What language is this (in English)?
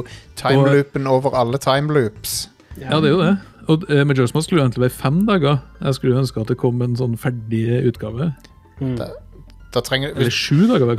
Norwegian